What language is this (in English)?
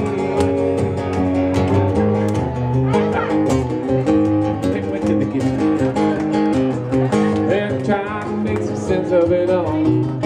English